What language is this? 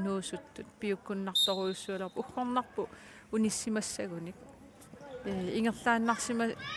Kalaallisut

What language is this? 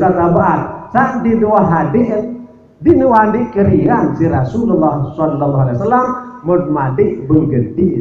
Sasak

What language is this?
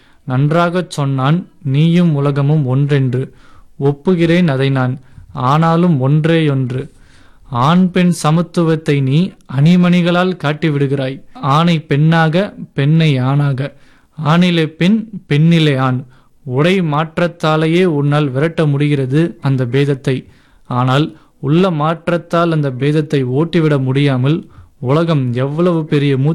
Tamil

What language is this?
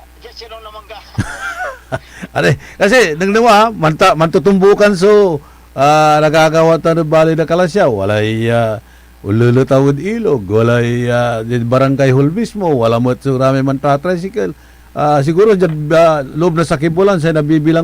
Pangasinan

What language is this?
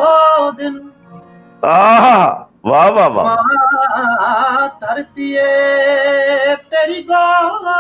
Punjabi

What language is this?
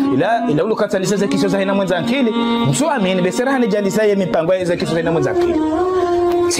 Ngazidja Comorian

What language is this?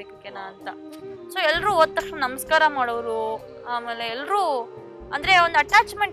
Kannada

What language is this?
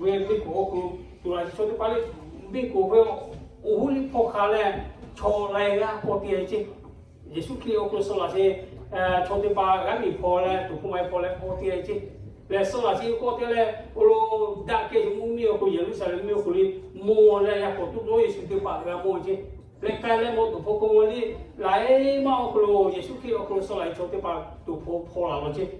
Lahu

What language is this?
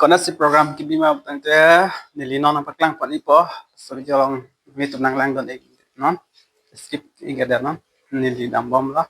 Karbi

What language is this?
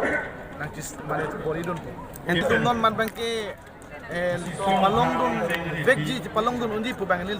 Karbi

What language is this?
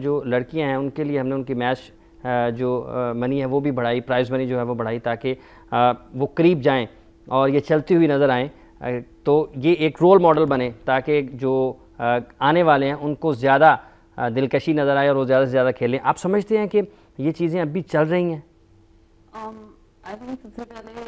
Urdu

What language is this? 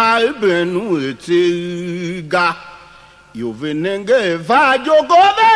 Tiv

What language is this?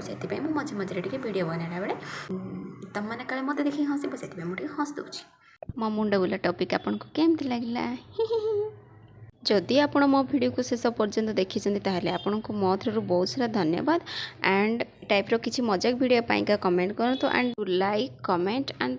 Odia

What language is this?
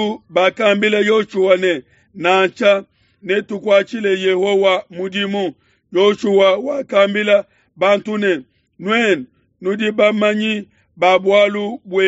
Luba-Lulua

